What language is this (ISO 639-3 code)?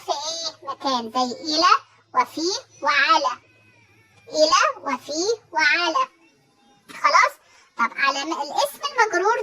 arz